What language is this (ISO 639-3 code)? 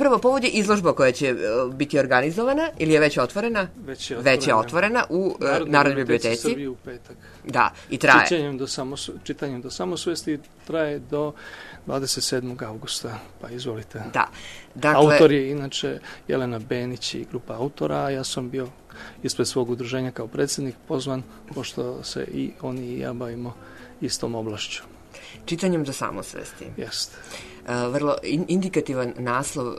srp